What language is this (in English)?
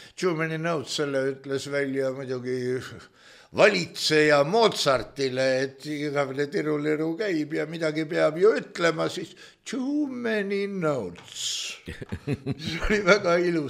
Estonian